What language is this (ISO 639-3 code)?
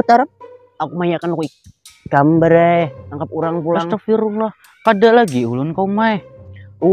bjn